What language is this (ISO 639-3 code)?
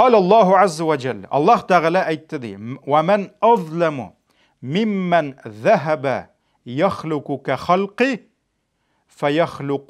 tat